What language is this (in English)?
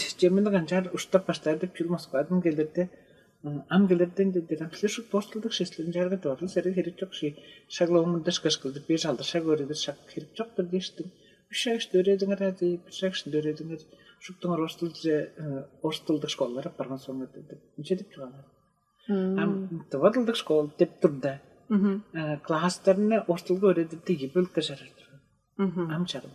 Tuvinian